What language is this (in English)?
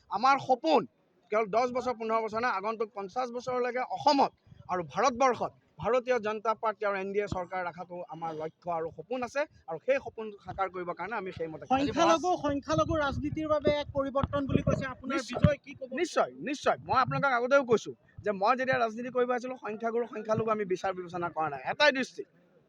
Assamese